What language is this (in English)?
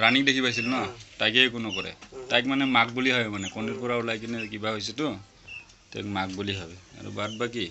Assamese